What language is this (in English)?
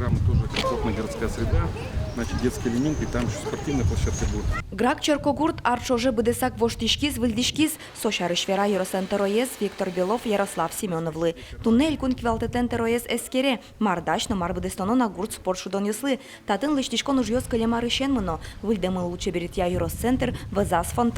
Udmurt